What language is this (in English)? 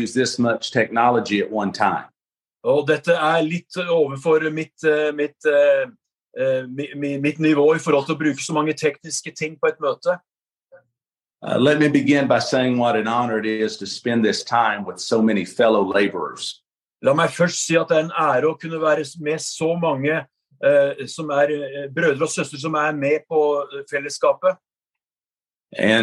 Norwegian